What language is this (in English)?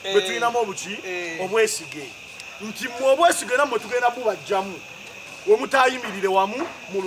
Ganda